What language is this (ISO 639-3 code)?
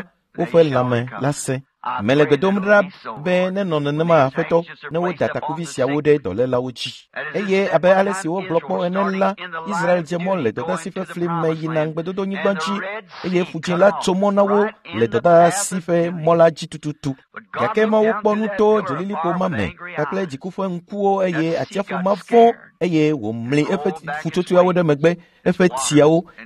ewe